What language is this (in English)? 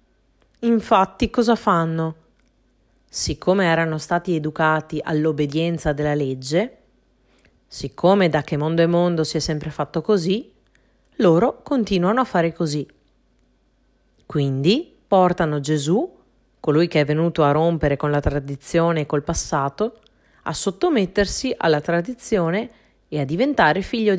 Italian